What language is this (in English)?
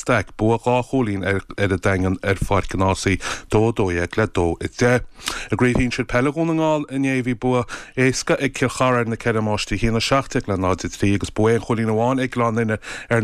Irish